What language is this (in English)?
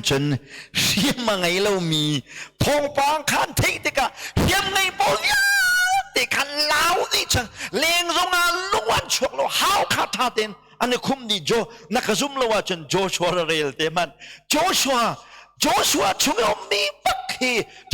Hakha Chin